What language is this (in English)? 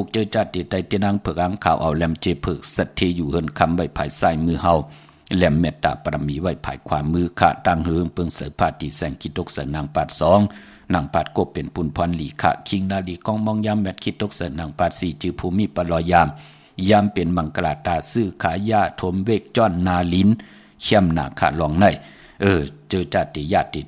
Shan